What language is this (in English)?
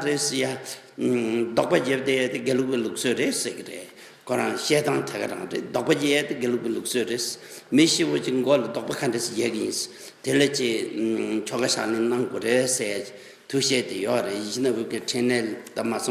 Tibetan